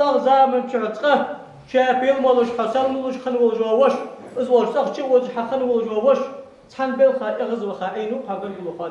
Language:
Ingush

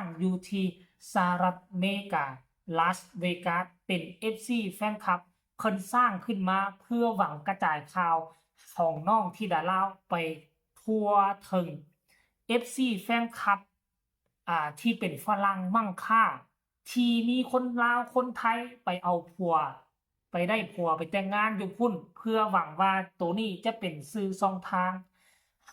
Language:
Lao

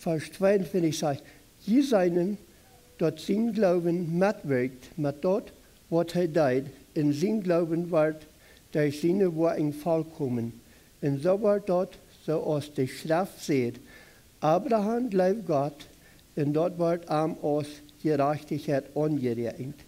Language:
Plautdietsch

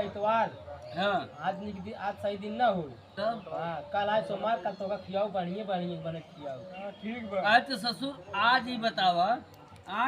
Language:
Awadhi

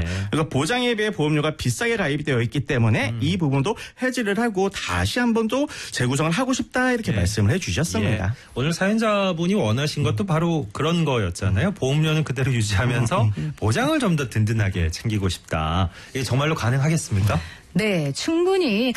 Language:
Korean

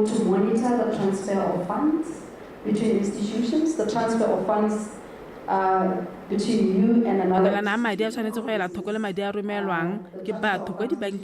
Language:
Tswana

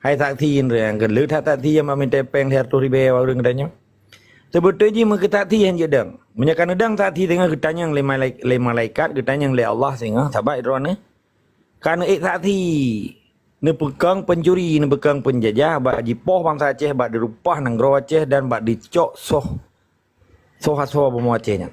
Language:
Achinese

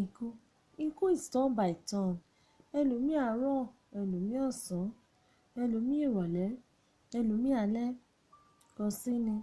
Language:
Yoruba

